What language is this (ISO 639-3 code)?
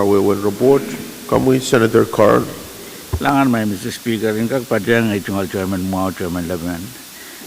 pon